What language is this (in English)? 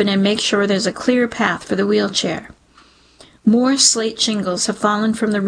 English